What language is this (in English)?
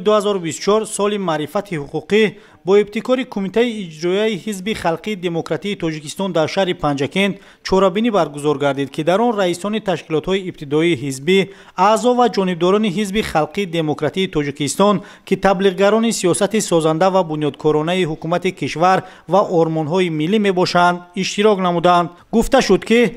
Tajik